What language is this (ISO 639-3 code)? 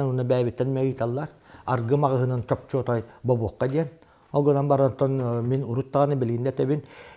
sah